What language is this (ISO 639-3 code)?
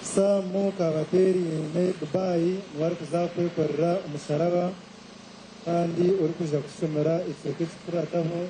nyn